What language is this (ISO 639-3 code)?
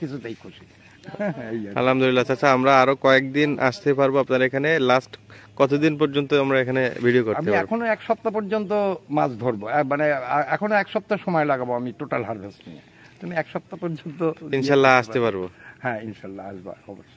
ben